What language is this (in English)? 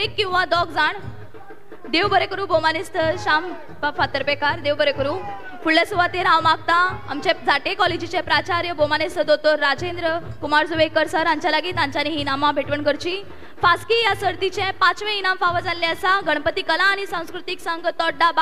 Konkani